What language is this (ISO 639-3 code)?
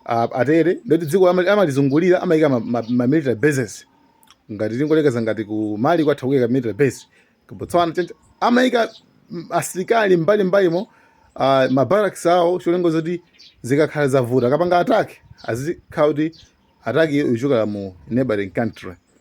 nya